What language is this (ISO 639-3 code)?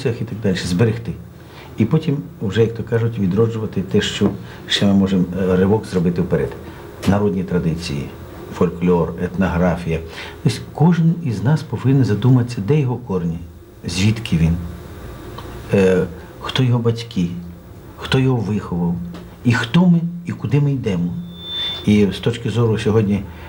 ukr